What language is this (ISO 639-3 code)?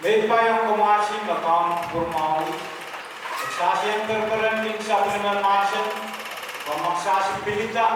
pon